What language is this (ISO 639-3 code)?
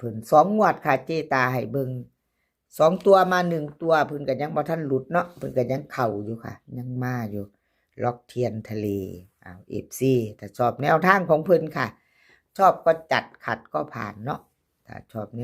tts